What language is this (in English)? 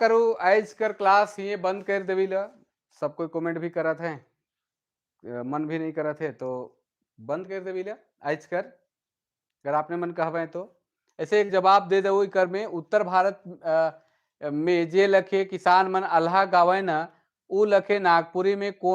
Sadri